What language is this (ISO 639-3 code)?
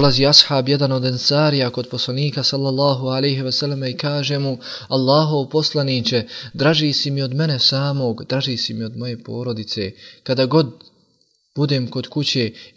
bos